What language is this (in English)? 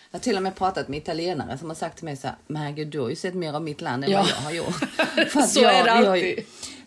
Swedish